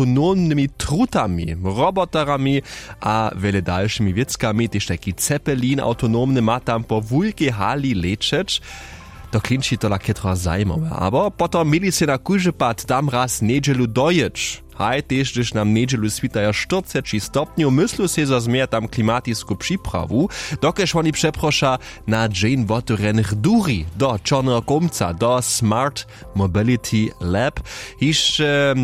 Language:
Upper Sorbian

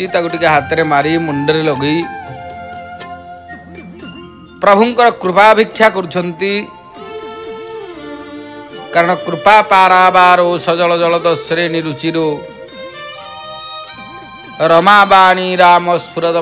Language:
Odia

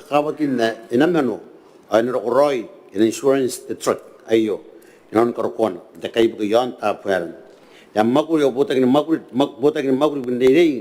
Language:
Gilbertese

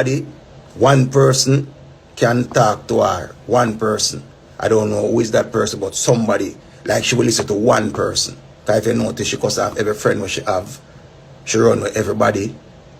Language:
Jamaican Creole English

